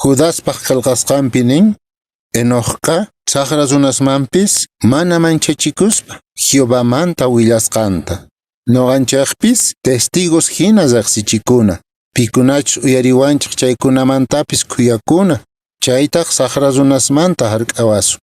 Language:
Quechua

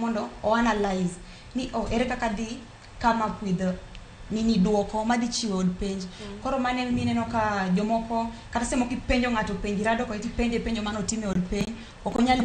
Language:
Luo (Kenya and Tanzania)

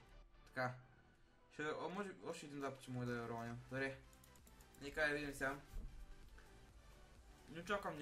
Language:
Bulgarian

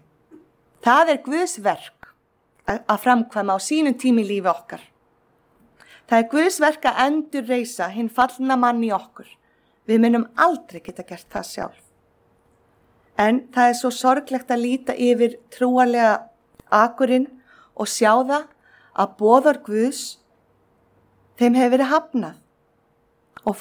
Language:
Icelandic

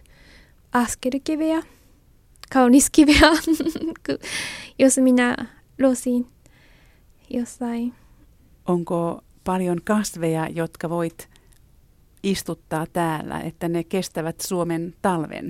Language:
Finnish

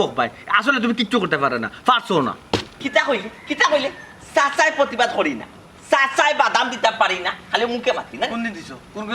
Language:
Sylheti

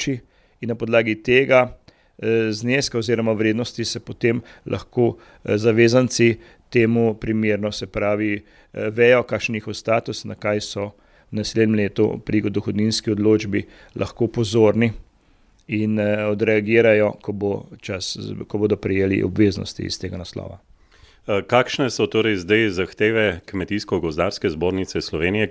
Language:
Slovenian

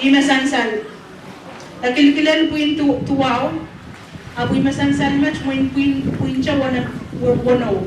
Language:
Pohnpeian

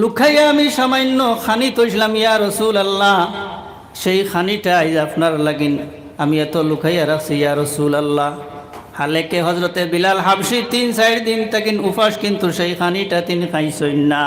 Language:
Sylheti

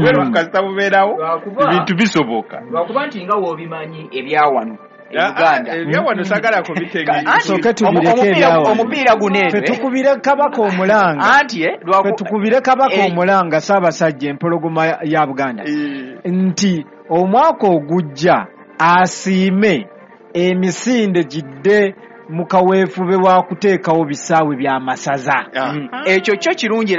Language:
Ganda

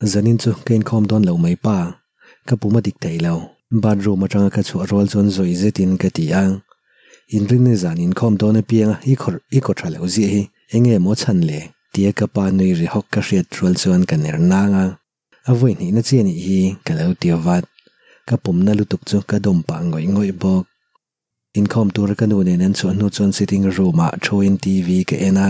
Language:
Mizo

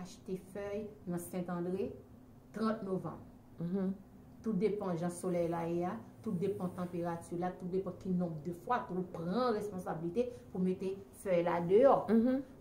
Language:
Haitian Creole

